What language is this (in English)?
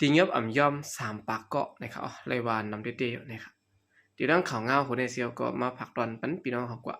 Shan